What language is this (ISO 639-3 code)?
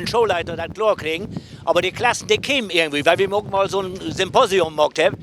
nds